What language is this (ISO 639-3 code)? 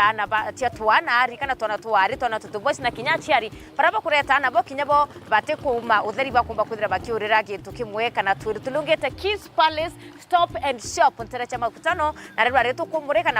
mer